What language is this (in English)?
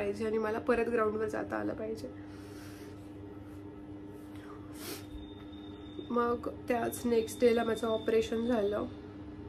Marathi